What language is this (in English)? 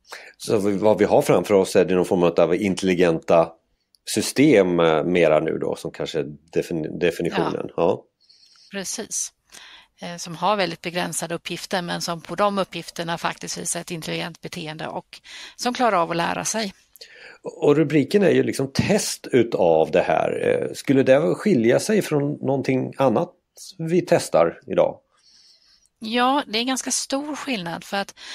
Swedish